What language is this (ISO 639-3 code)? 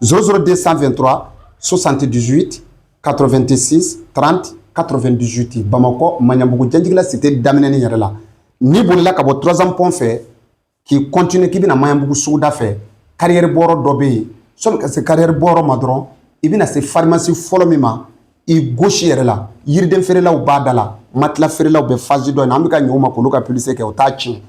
bam